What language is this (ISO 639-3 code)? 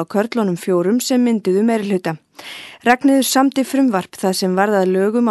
isl